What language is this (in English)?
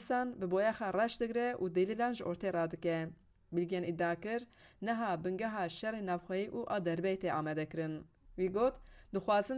Kurdish